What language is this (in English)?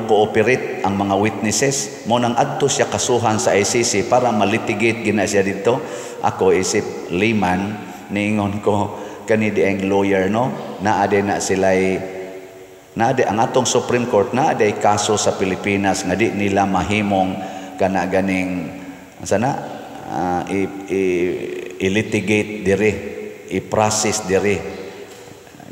Cebuano